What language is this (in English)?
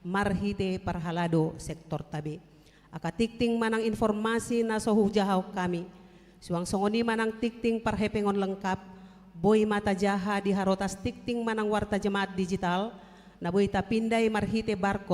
Batak Toba